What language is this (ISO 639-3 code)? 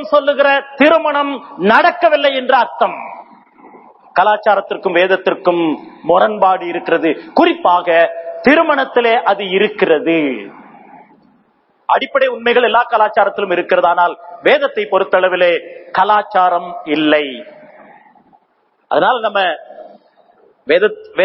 tam